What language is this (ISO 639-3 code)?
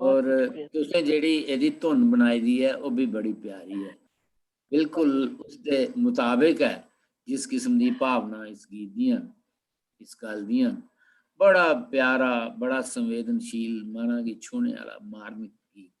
doi